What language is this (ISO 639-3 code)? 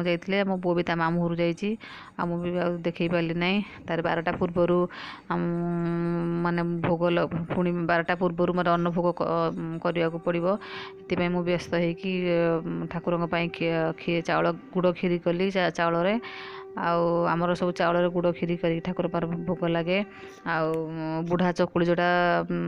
ori